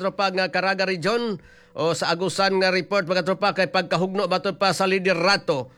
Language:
Cebuano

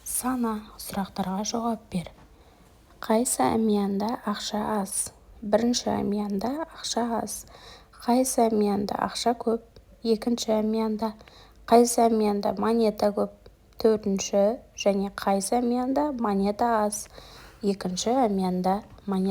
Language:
Kazakh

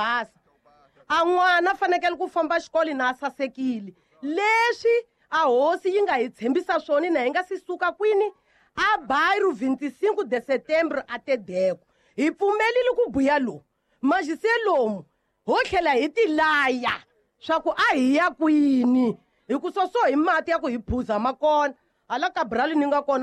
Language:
Tsonga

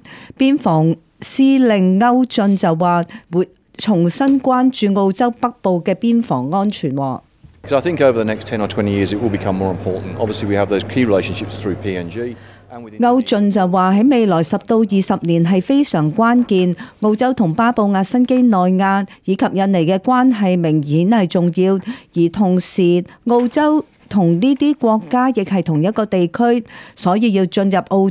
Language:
Cantonese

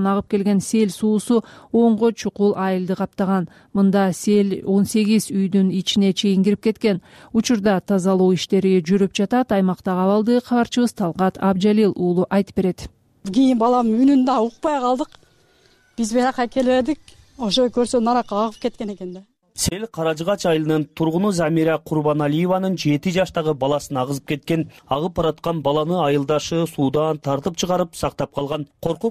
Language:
Kyrgyz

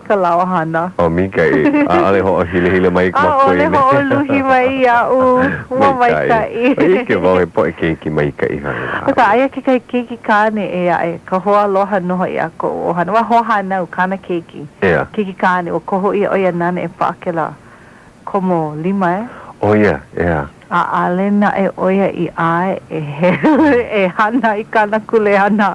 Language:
Hawaiian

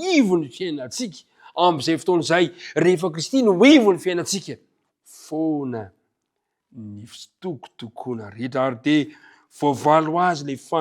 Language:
Malagasy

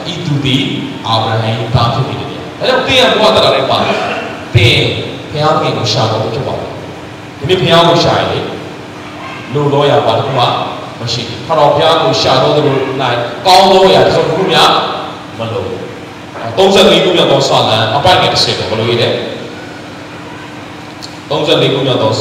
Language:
Burmese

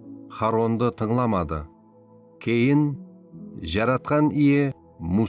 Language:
Kara-Kalpak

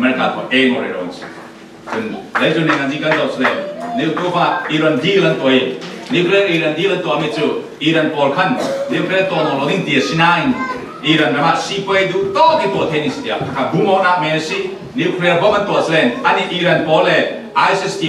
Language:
Falam Chin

